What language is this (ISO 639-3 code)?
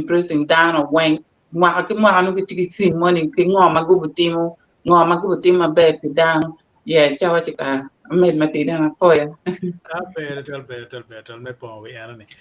ach